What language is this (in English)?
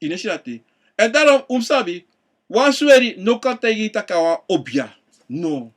Sranan Tongo